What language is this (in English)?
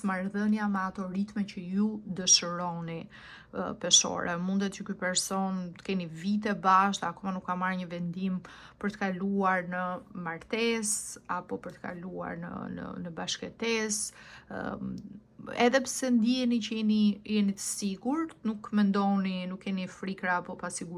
Albanian